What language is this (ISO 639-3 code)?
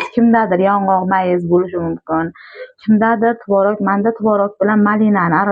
uzb